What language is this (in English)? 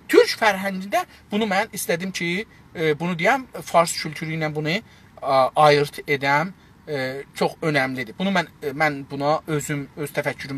South Azerbaijani